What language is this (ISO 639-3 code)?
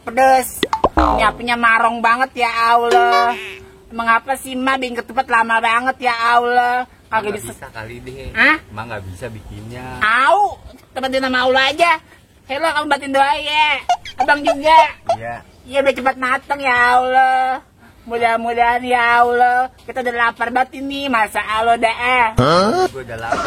bew